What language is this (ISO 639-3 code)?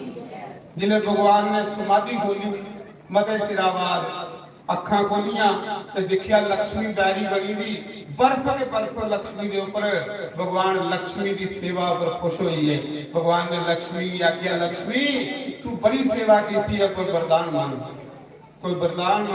doi